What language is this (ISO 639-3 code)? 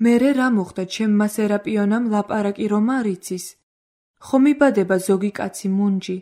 kat